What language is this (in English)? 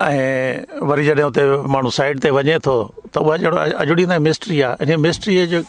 Sindhi